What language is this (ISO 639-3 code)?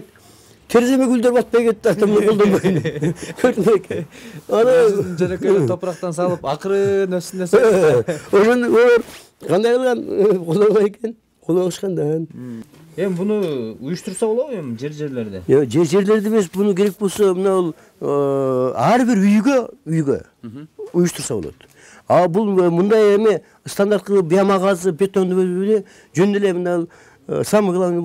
kir